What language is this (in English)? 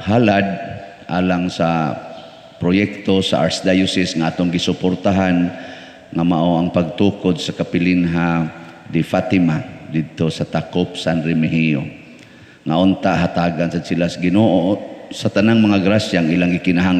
Cebuano